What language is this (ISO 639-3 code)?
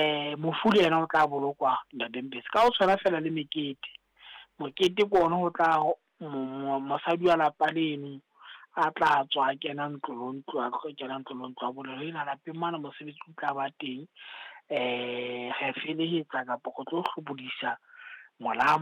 sot